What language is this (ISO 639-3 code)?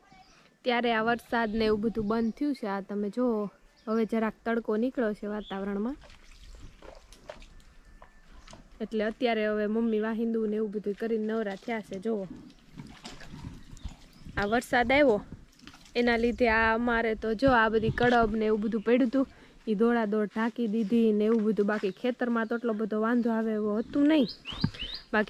guj